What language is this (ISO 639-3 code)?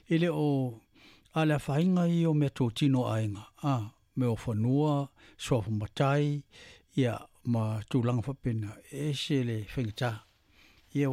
smo